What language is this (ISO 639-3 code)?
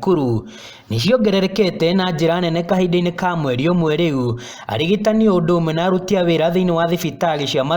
kik